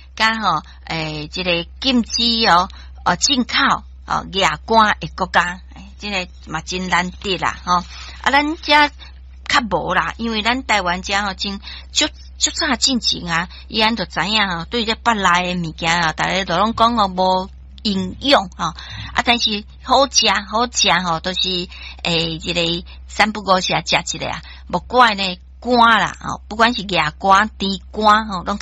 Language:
Min Nan Chinese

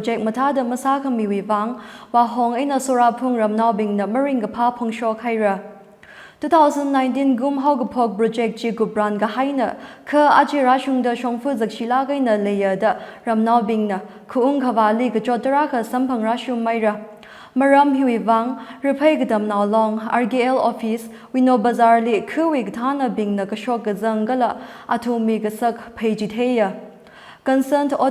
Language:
Tangkhul Naga (India)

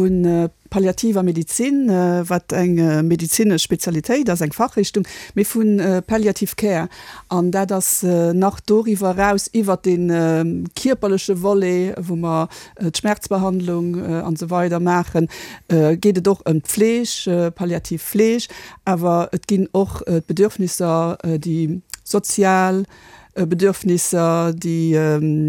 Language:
Luxembourgish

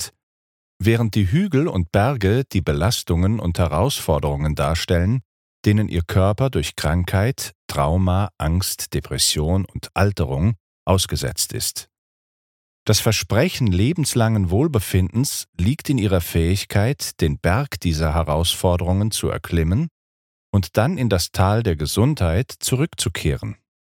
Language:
German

